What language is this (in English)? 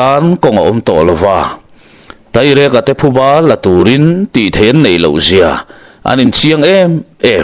Mizo